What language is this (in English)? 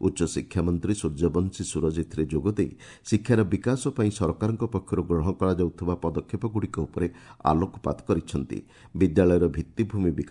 Odia